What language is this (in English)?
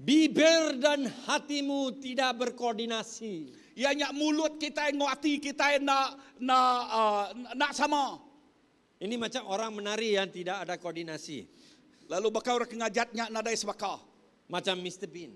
Iban